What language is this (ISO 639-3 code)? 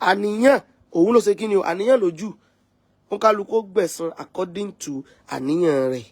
yor